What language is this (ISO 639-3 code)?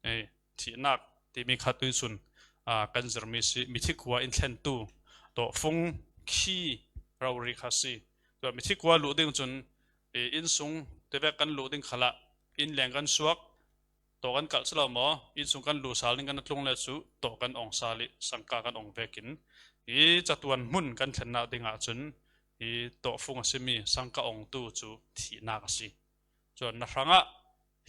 cfm